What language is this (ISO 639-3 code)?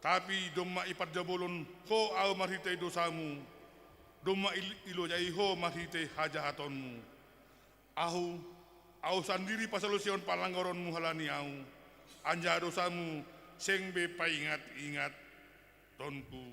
bts